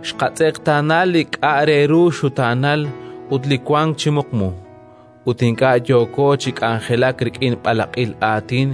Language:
Kekchí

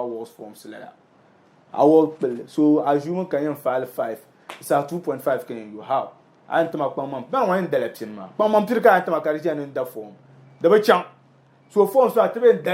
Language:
Dagbani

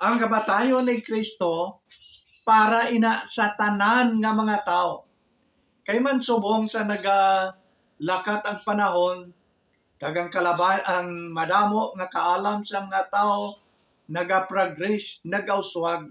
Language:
Hiligaynon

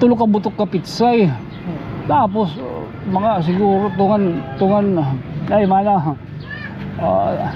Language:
Waray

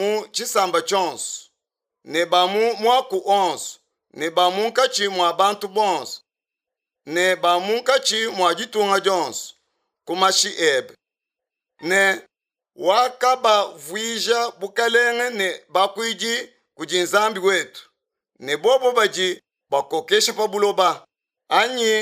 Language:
Luba-Lulua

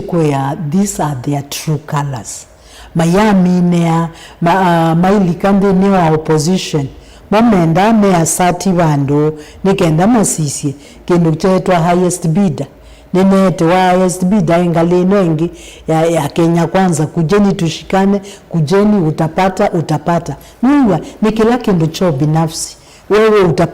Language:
Kamba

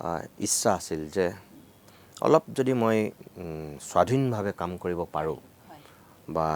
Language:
Assamese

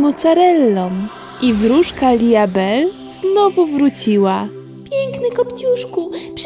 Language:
Polish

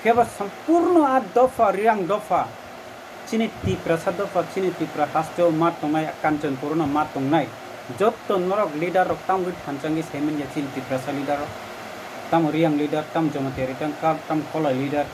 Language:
Kok Borok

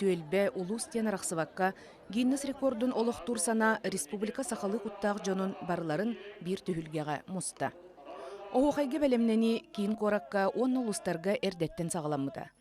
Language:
Yakut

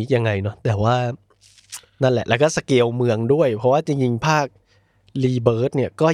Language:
Thai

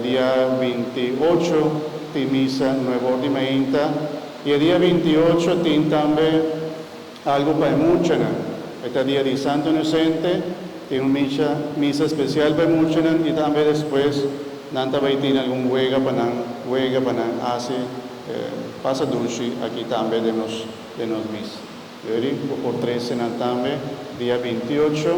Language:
Papiamento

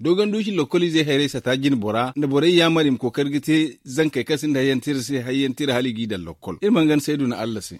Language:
Zarma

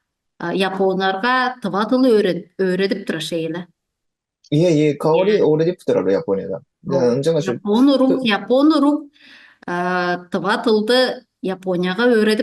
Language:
Tuvinian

